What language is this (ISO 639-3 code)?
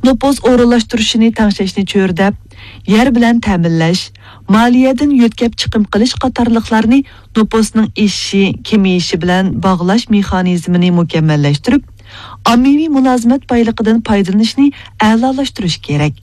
uig